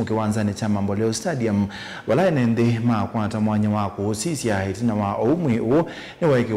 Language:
Kamba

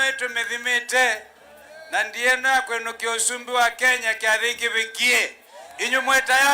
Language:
Kamba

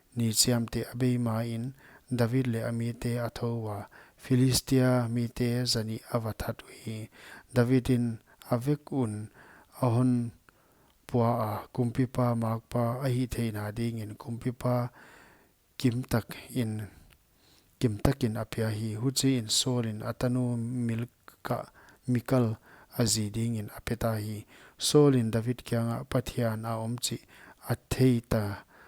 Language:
Paite Chin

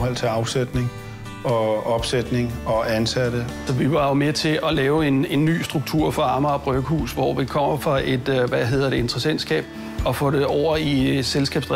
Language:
Danish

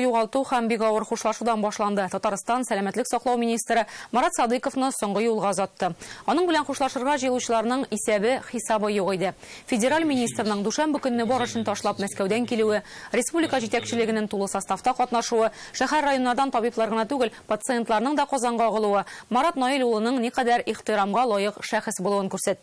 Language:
Tatar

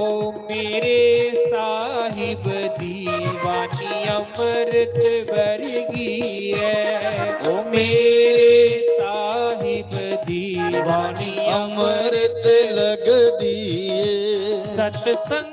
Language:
Dogri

